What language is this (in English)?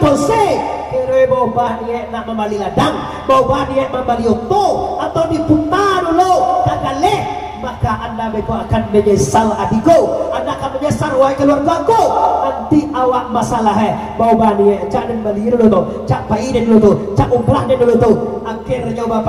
Minangkabau